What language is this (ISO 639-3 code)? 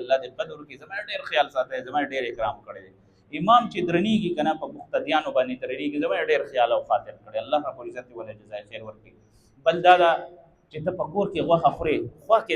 pus